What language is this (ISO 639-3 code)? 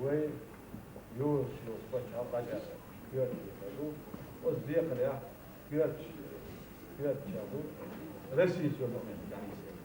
che